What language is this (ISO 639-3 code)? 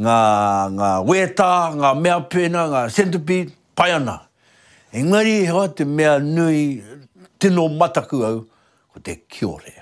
mri